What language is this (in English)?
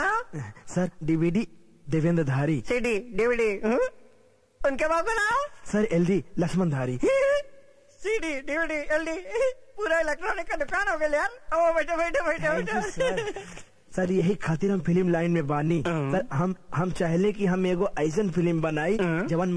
Bhojpuri